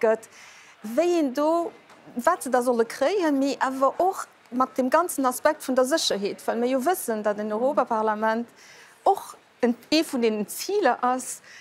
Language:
Luxembourgish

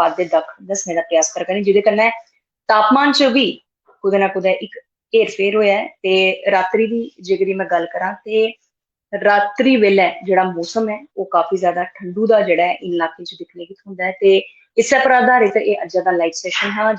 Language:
Dogri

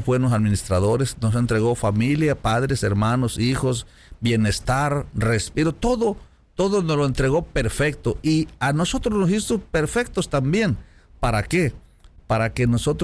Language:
Spanish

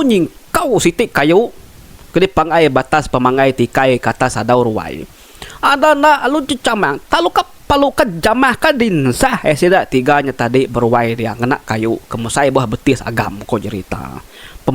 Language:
Iban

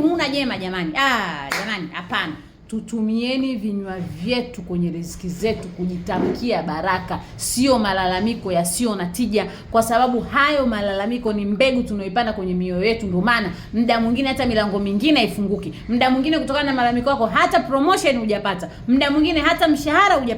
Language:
Swahili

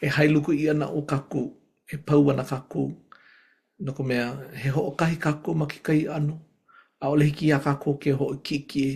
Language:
Hawaiian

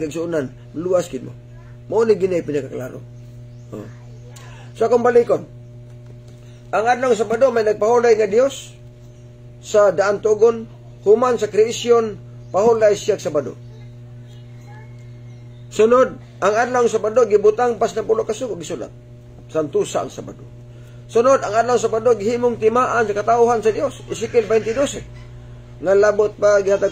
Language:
Cebuano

